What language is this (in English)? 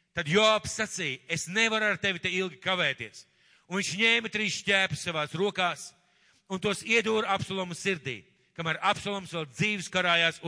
Latvian